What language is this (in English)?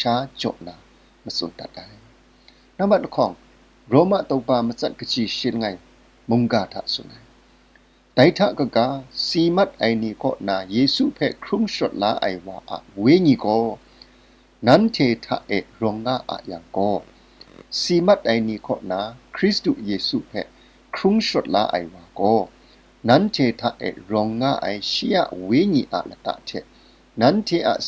Kachin